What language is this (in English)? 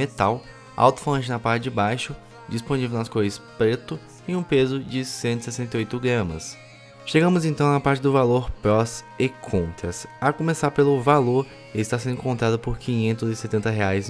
Portuguese